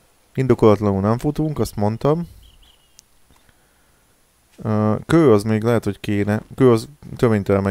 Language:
Hungarian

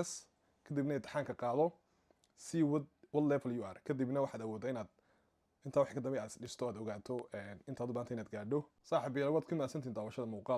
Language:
Somali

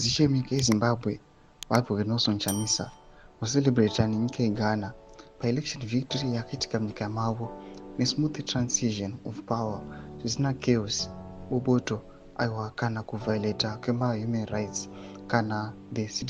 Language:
Shona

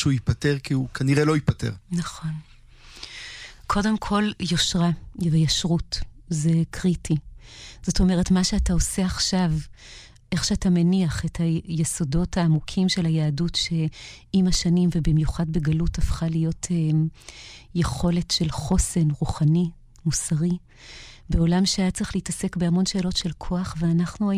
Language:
Hebrew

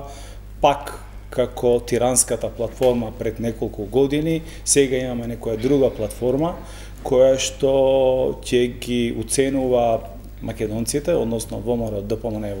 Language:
Macedonian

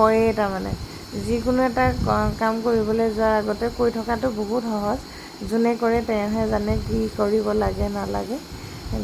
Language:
Assamese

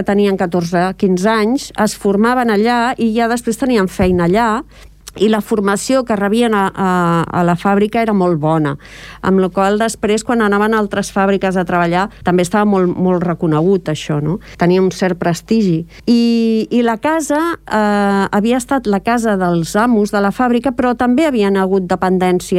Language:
Catalan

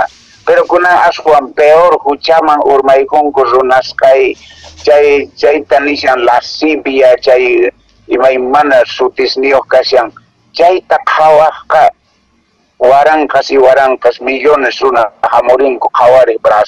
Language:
Quechua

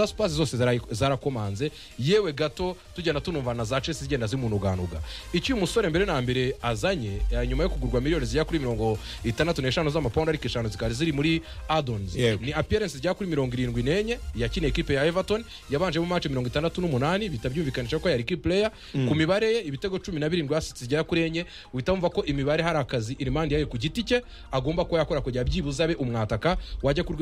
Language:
Kinyarwanda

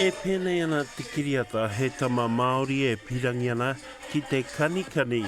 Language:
Māori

